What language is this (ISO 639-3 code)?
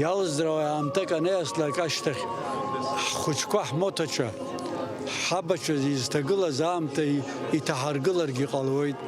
abk